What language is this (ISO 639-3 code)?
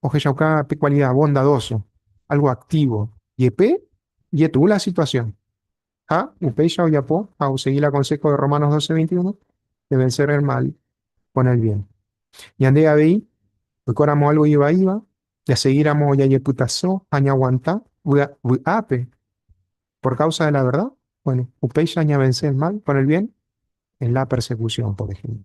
grn